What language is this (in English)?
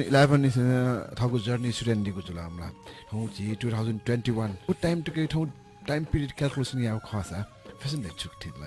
Newari